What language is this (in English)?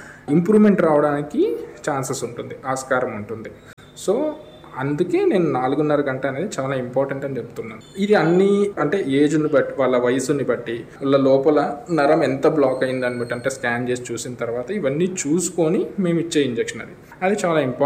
Telugu